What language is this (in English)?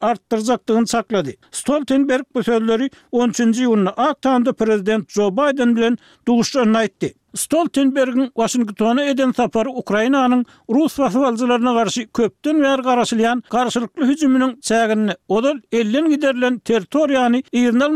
Turkmen